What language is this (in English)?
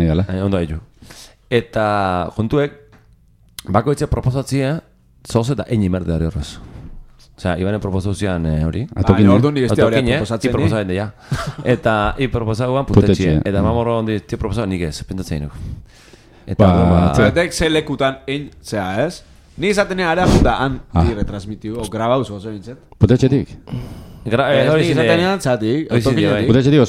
Basque